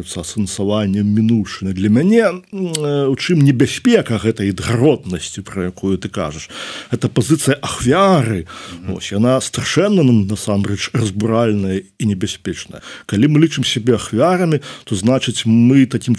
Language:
Belarusian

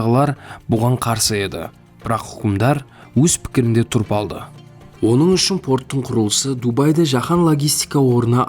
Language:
Kara-Kalpak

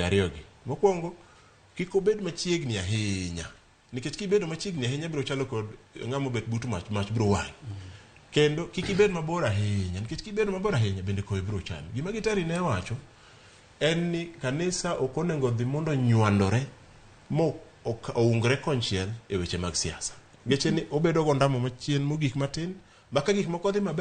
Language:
Luo (Kenya and Tanzania)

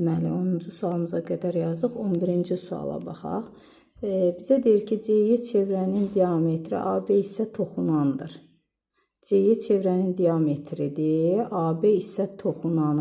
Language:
Azerbaijani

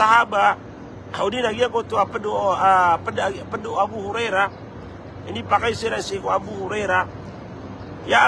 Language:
Maranao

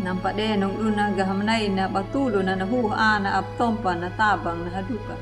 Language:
Anakalangu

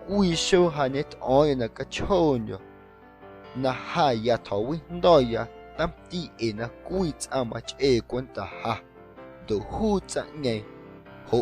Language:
Guerrero Amuzgo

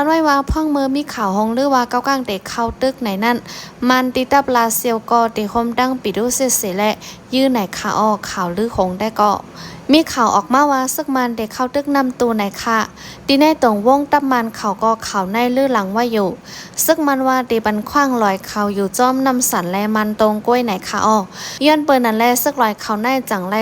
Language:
Shan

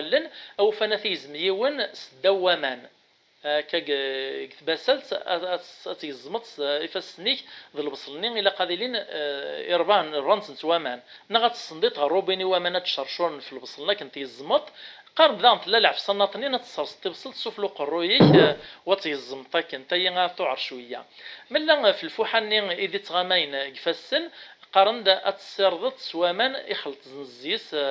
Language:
Kabyle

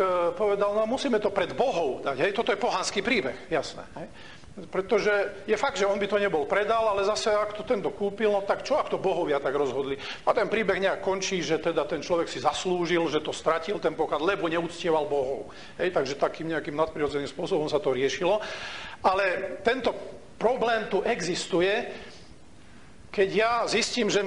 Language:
Slovak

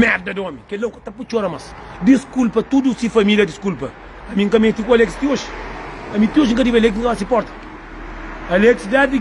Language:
Kabuverdianu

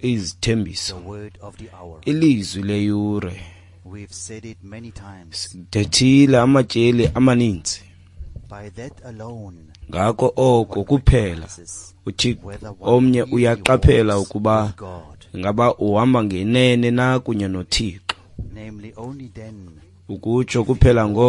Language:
Xhosa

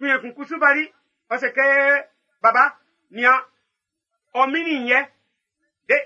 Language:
Baoulé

